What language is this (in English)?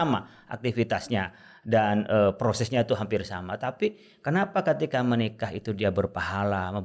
Indonesian